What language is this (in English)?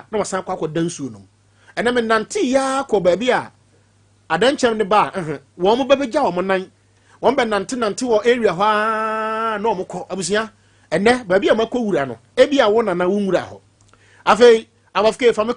Akan